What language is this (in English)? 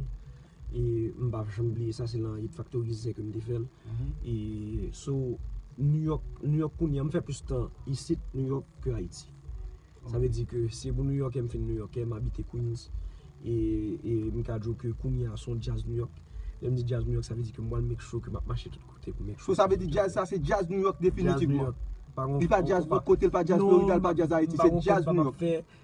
Haitian Creole